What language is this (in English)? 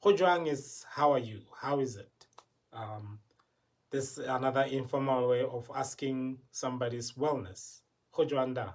Tswana